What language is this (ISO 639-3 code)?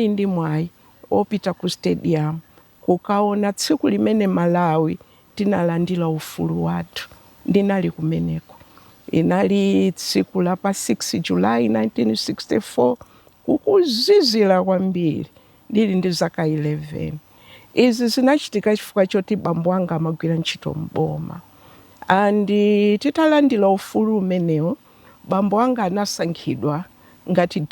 nya